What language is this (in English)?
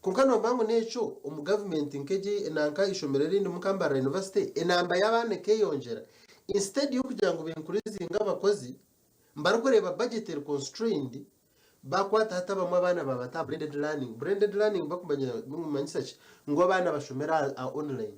Nyankole